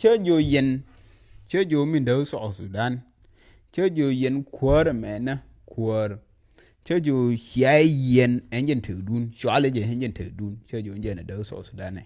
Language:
Nuer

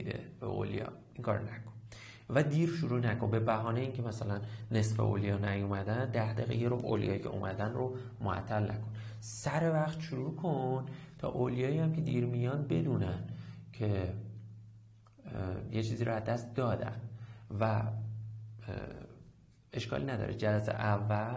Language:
Persian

